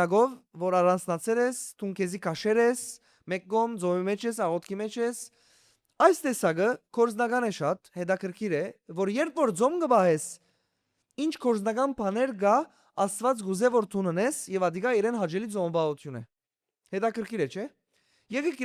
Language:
Western Armenian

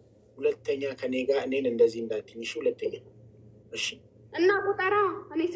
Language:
Amharic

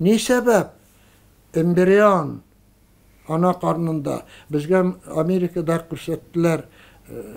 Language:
Tatar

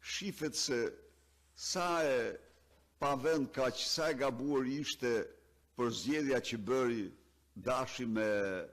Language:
Albanian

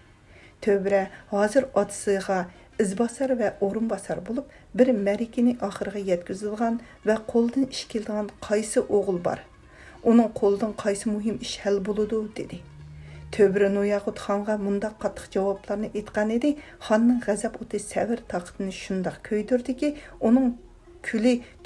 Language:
Uyghur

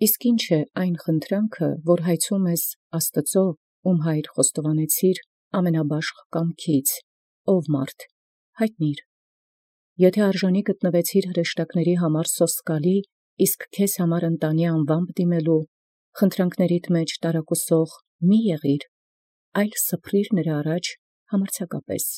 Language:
Armenian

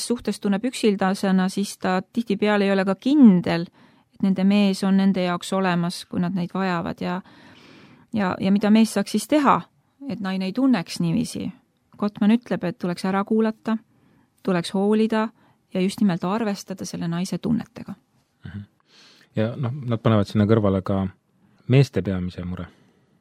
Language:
Estonian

